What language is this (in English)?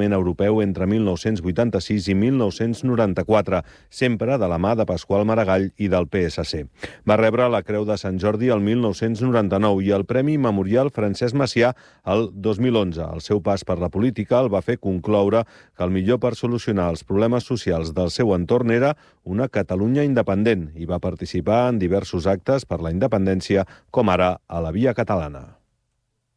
Catalan